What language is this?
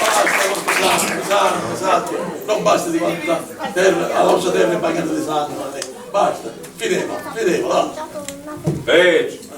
Sicilian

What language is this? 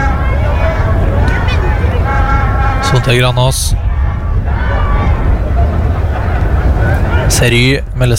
Norwegian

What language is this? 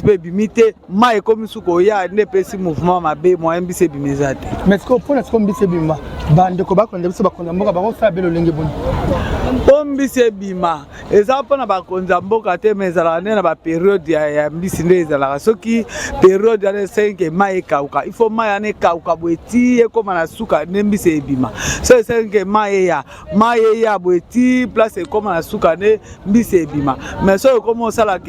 Lingala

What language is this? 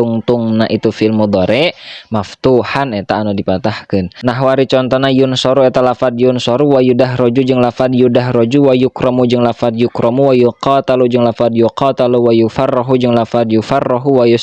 Sundanese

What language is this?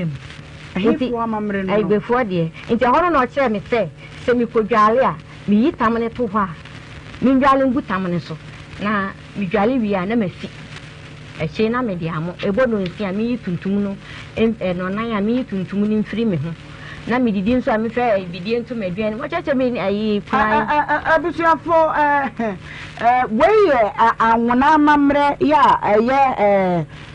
Akan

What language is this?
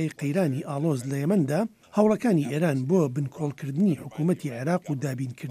Central Kurdish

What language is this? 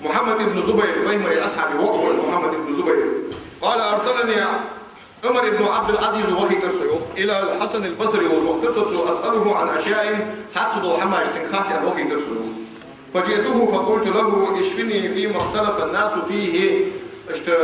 Ingush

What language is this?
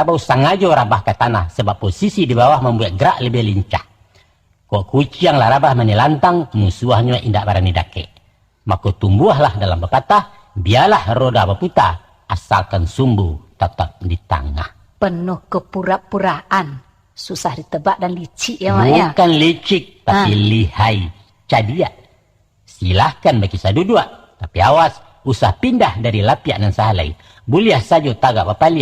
Minangkabau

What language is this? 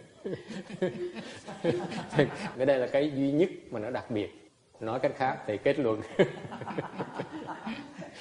Vietnamese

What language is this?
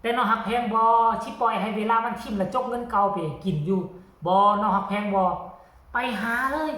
Northeastern Thai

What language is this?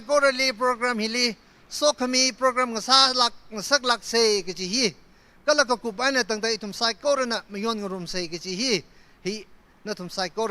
Tangkhul Naga (India)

